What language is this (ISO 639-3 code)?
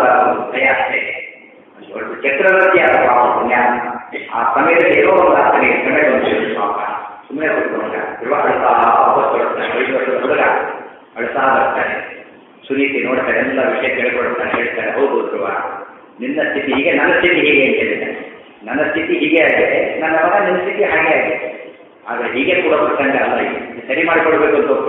kan